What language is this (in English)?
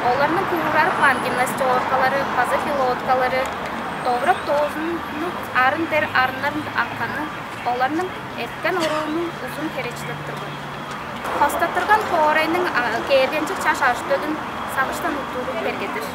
Tuvinian